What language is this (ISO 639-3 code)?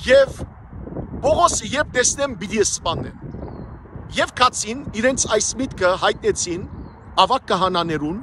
hyw